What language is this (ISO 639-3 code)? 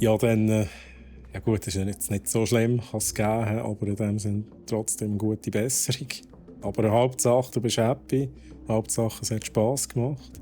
gsw